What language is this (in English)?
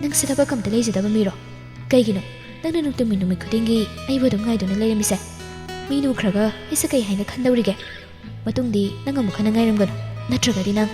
Manipuri